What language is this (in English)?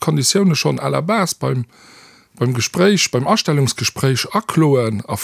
Luxembourgish